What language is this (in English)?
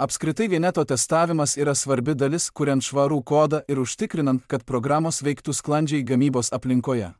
Lithuanian